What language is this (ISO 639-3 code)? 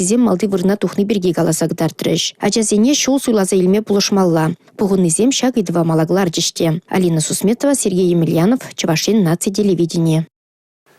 chv